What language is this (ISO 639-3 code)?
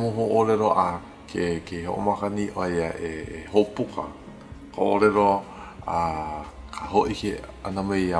haw